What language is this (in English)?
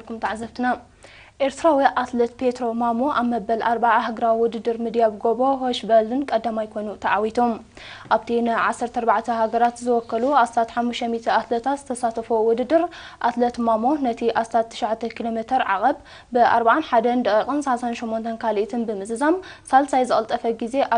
Tigrinya